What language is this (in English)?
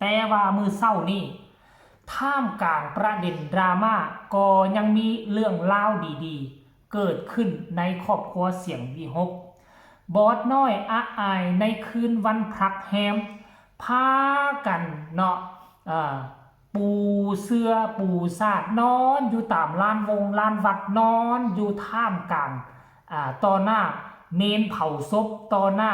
Northeastern Thai